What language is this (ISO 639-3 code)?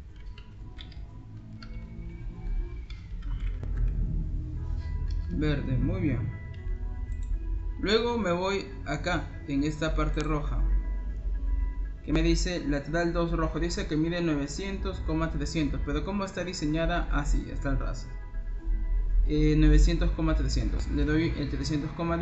spa